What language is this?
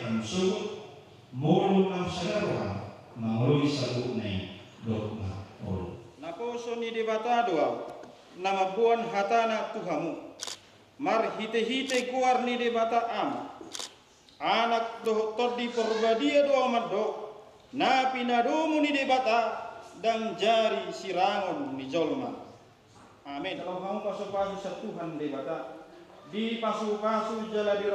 Batak Toba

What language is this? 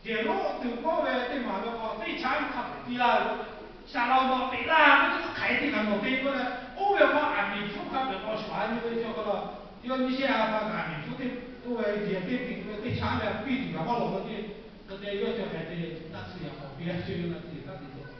Lahu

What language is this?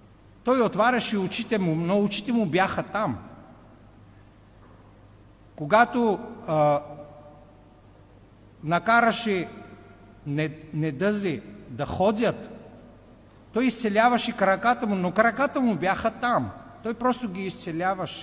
Bulgarian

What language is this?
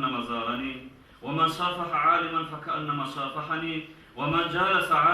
Kumyk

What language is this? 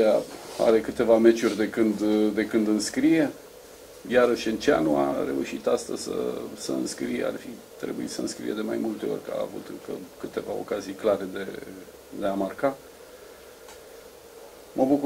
Romanian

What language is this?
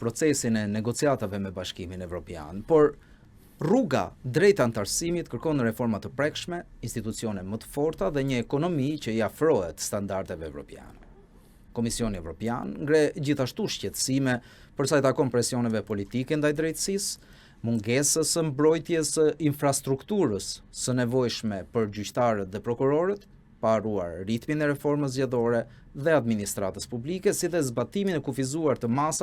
Albanian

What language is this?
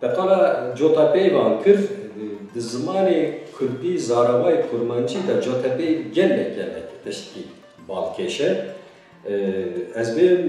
Kurdish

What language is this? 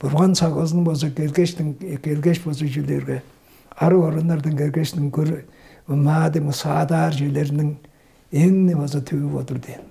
Tuvinian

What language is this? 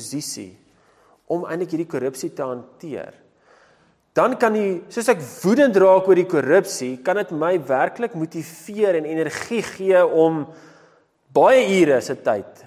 Afrikaans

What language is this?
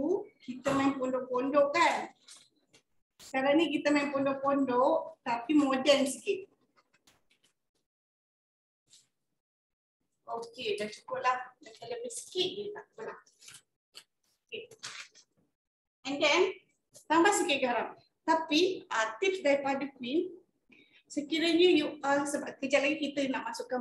Malay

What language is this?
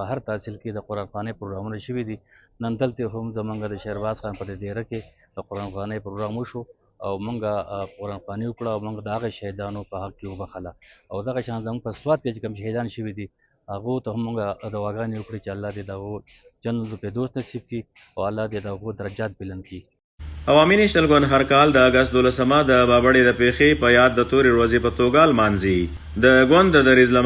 Pashto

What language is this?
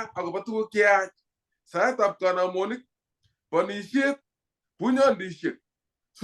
Kalenjin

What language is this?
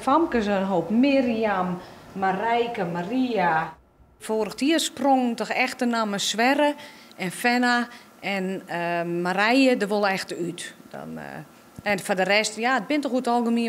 Western Frisian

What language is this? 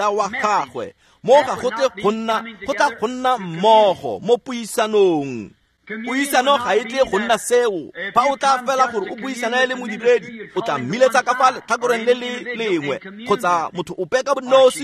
Tswana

